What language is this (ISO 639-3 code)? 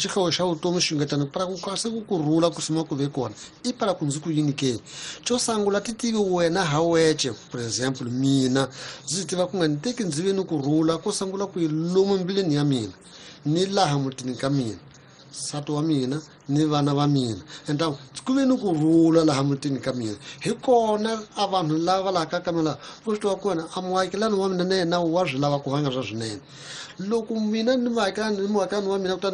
tso